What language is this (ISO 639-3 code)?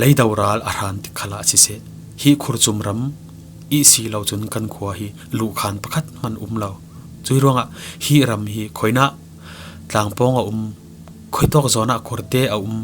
cfm